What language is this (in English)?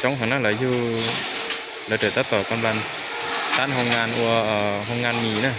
Hmong